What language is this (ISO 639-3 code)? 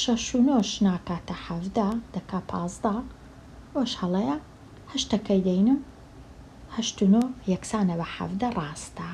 ckb